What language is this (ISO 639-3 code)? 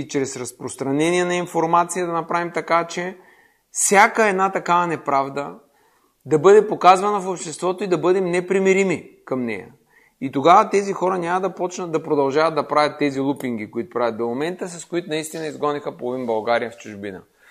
bul